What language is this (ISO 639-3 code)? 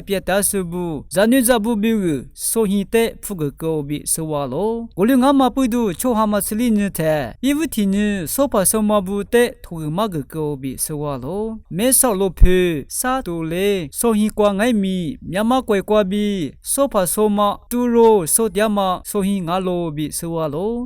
lis